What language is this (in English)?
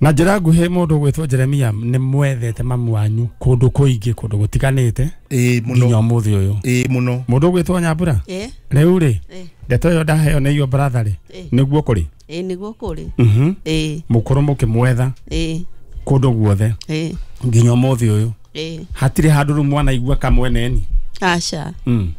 Kikuyu